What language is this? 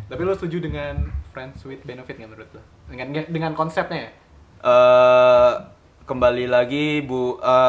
Indonesian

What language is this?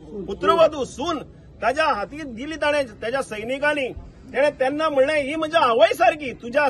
Konkani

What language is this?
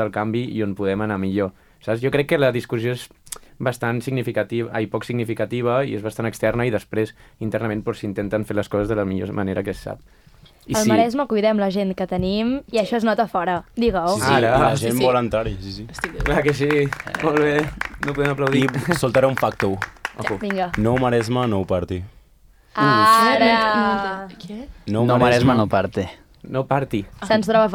Catalan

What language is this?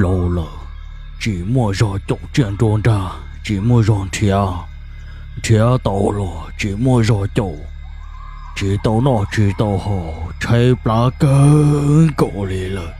Hmong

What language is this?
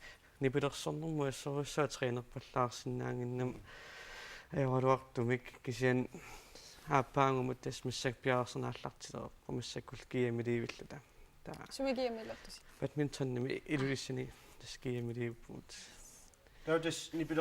Kalaallisut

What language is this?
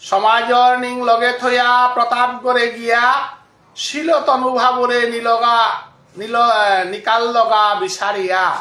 Bishnupriya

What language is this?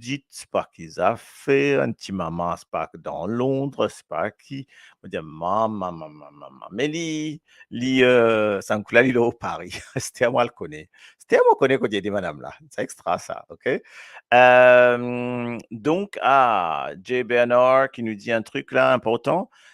Morisyen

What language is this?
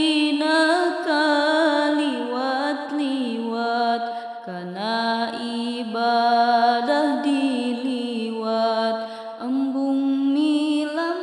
Sundanese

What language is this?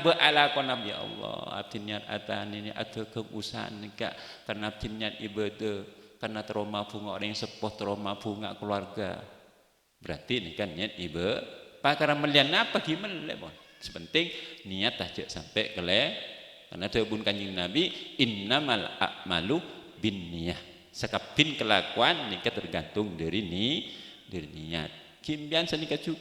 Madurese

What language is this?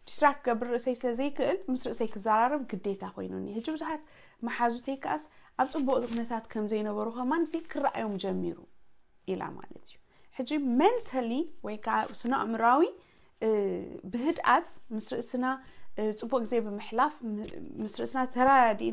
Tigrinya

